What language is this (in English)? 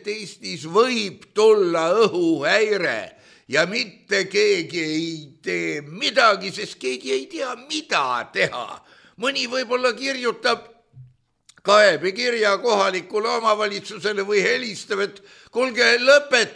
Estonian